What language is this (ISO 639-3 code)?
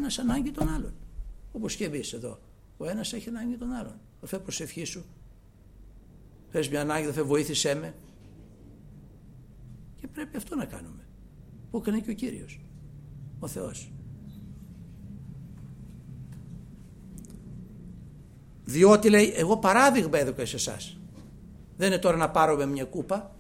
ell